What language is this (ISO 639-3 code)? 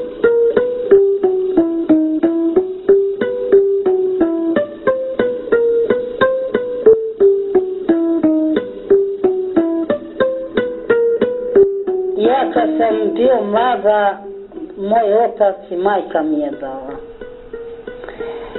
srp